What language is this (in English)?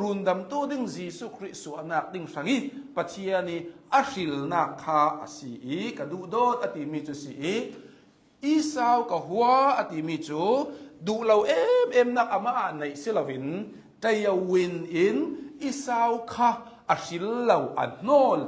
Hakha Chin